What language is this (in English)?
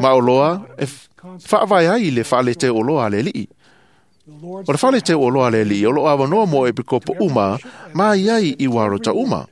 Samoan